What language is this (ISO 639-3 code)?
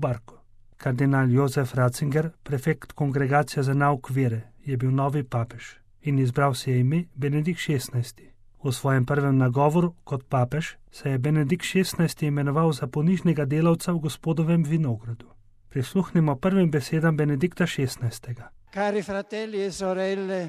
slv